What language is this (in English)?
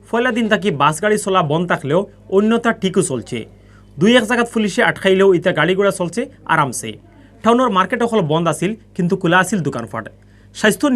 Sylheti